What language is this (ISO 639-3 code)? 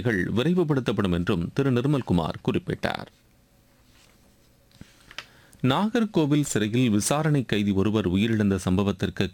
tam